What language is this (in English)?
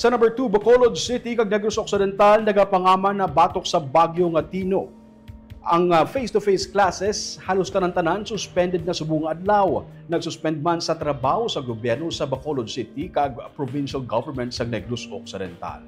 Hiligaynon